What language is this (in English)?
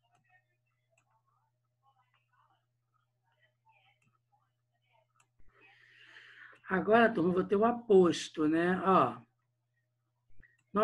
Portuguese